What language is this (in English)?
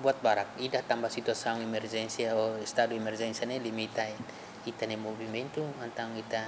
Tetum